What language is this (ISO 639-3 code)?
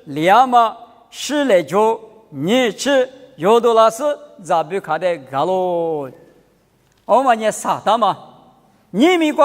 lis